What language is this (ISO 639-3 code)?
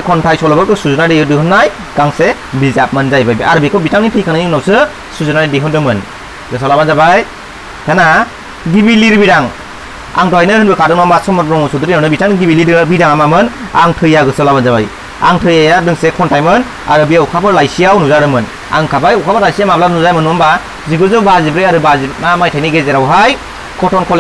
brx